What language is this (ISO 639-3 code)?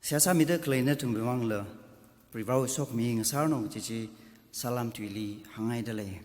nmf